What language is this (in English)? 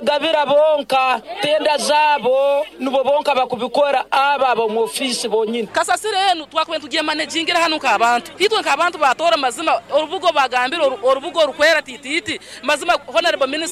Nyankole